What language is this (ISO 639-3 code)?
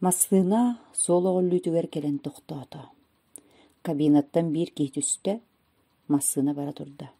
sah